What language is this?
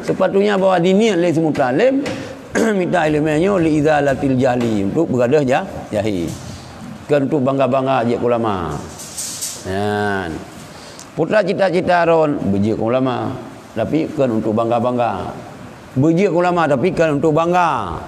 Achinese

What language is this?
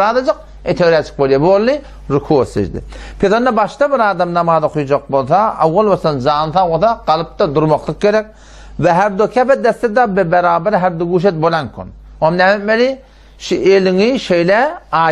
Turkmen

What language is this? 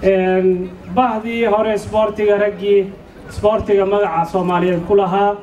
Somali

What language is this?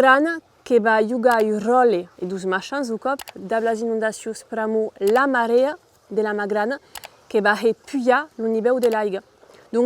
Occitan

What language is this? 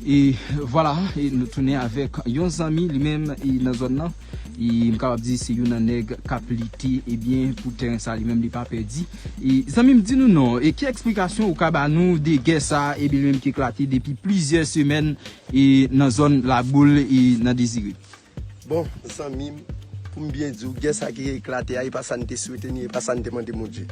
Haitian Creole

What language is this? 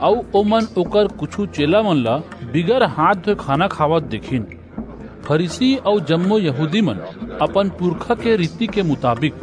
Chhattisgarhi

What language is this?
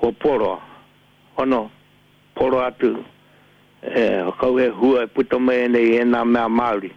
Māori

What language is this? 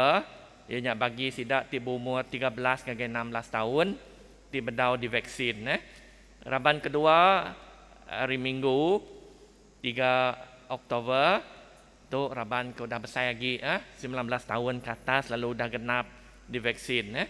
Iban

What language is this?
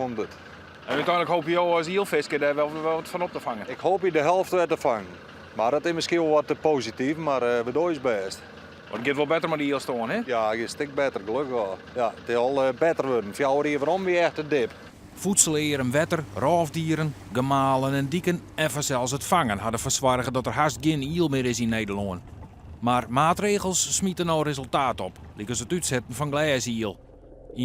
Western Frisian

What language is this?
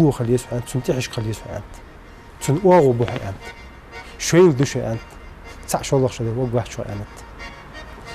Ingush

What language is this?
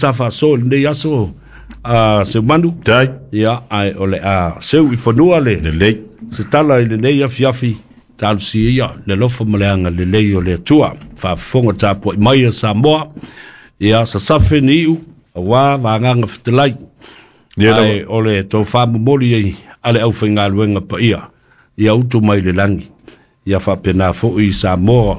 Samoan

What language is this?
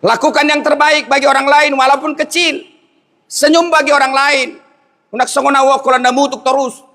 Batak Toba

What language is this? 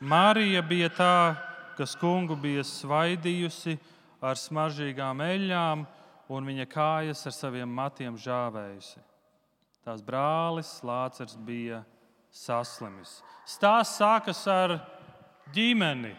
Latvian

